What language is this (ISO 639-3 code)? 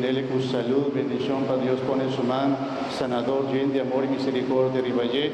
pap